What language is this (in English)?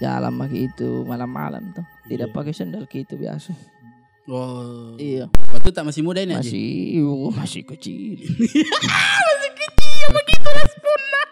Makassar Malay